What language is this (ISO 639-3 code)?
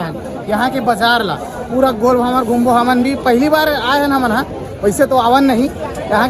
hne